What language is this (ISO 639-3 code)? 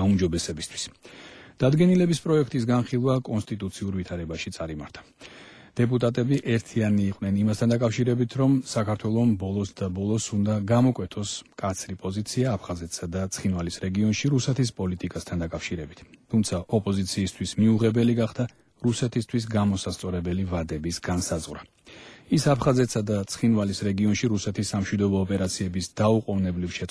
kat